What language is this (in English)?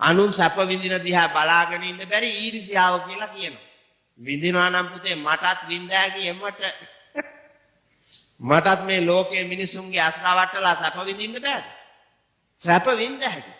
Sinhala